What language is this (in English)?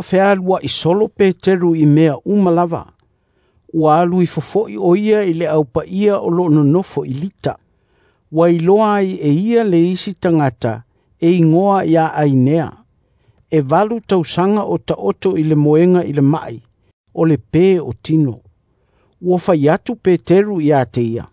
Samoan